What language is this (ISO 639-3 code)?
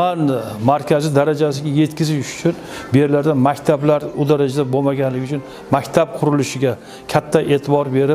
uzb